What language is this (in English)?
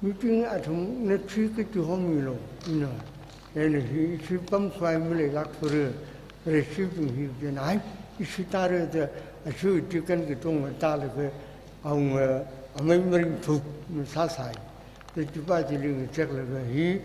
Tangkhul Naga (India)